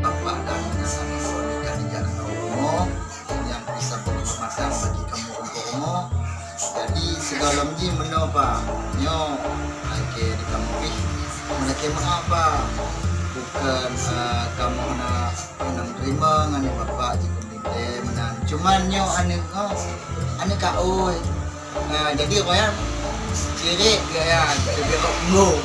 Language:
Achinese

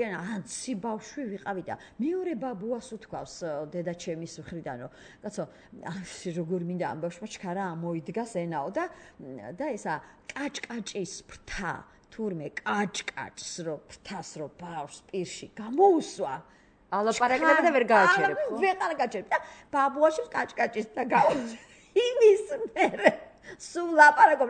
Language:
Georgian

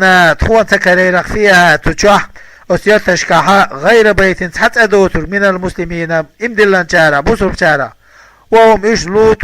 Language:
Chechen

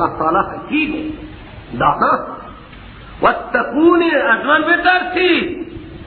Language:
Persian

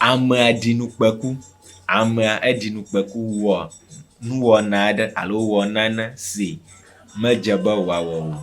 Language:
Ewe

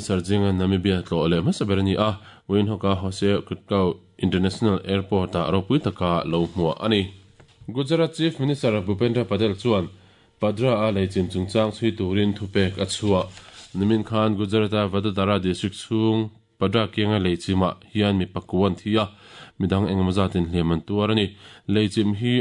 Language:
Mizo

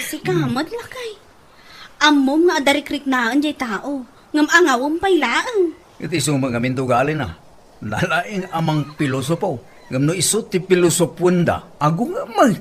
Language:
Iloko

